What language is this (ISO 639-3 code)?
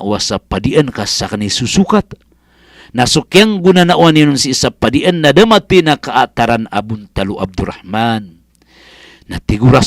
mrw